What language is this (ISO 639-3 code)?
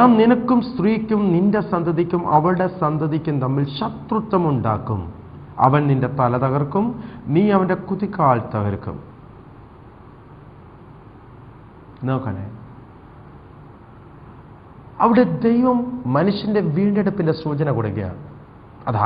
mal